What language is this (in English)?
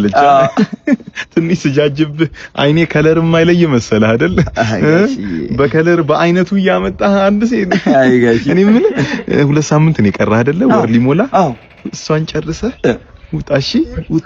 Amharic